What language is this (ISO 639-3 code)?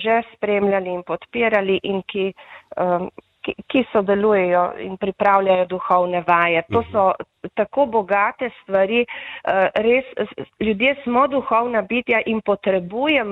slv